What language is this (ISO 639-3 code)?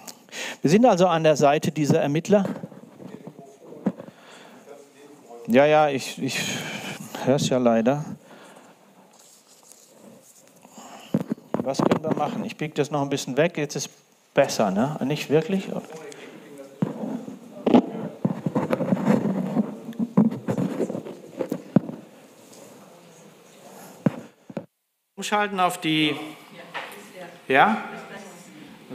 deu